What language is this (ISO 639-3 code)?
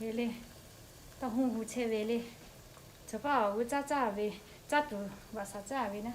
lhu